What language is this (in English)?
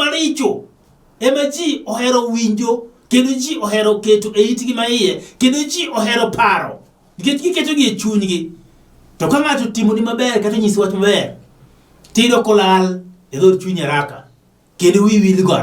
Luo (Kenya and Tanzania)